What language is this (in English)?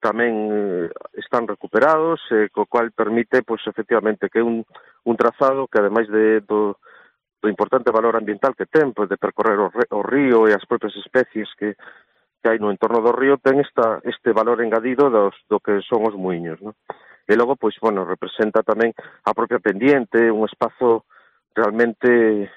Galician